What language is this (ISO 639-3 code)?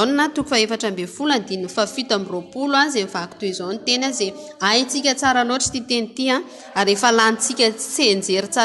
mlg